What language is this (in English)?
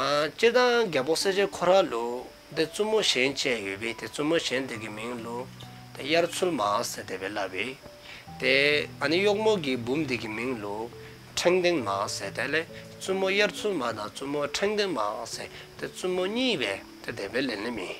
Dzongkha